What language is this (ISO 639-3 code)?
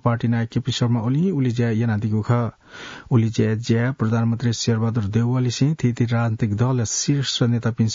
new